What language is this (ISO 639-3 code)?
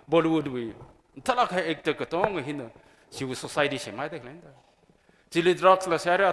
nmf